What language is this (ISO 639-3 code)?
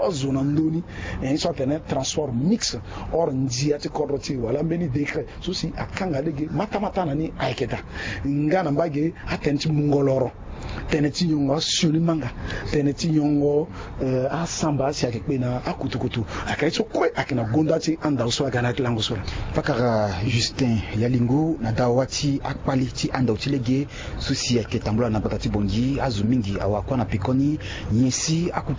sag